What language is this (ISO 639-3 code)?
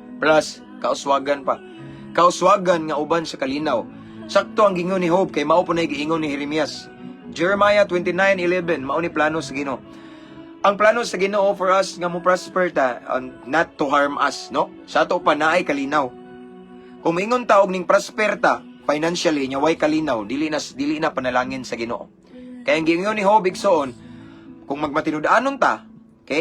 ceb